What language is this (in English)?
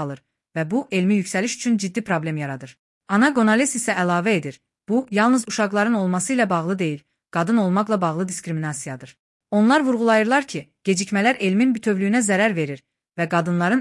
Azerbaijani